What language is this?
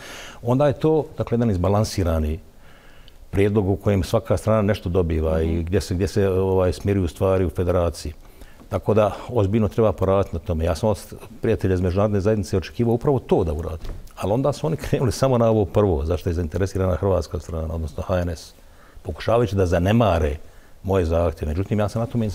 Bosnian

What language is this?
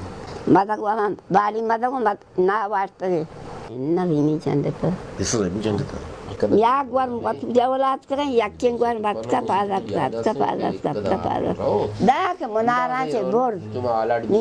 Baluchi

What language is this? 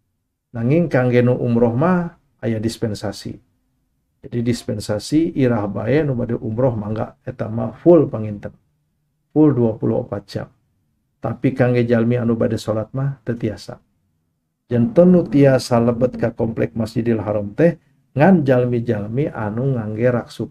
Sundanese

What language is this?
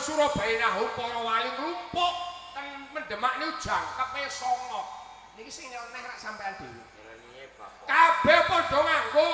Javanese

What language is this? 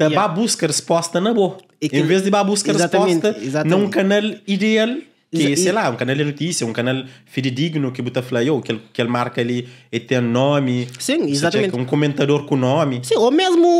Kabuverdianu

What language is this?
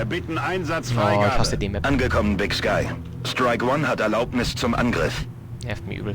Bavarian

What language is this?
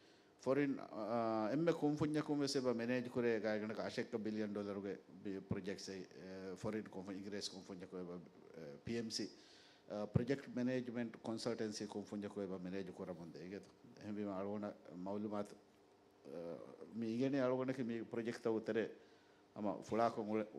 Divehi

